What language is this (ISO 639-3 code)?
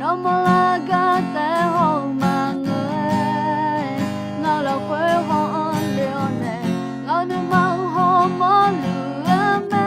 ahk